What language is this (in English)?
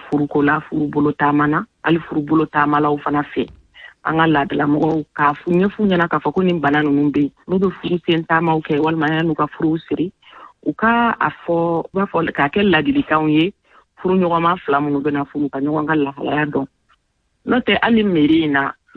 Bambara